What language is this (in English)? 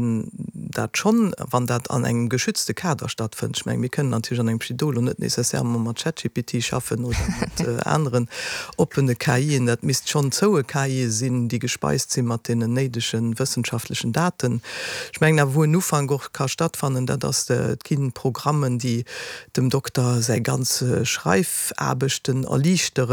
Luxembourgish